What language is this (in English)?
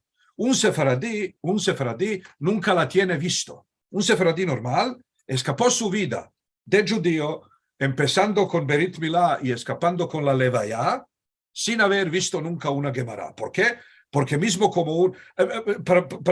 Ladino